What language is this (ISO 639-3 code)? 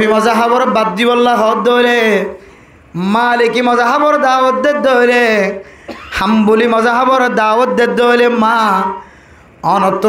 rhg